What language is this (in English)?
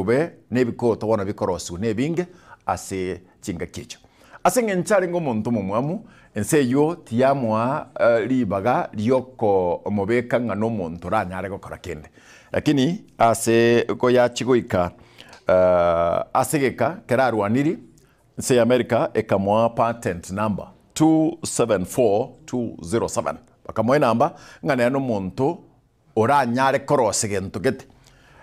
Gusii